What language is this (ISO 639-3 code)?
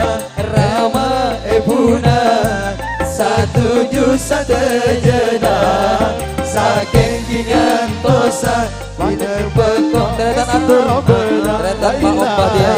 mad